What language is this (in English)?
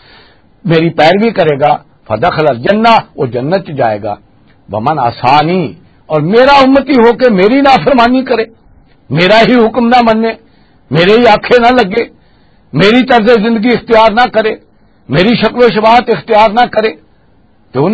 Western Panjabi